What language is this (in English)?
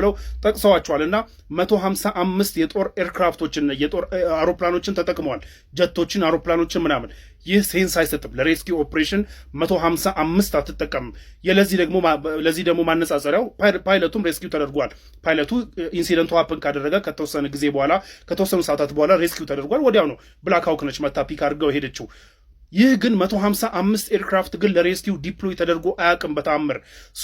Amharic